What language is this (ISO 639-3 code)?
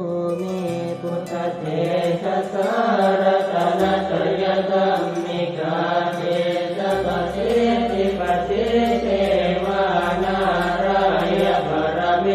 pli